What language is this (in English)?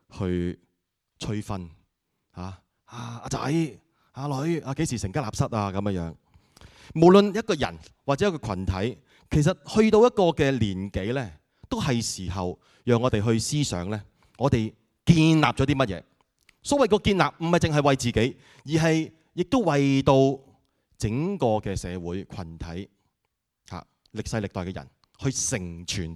Cantonese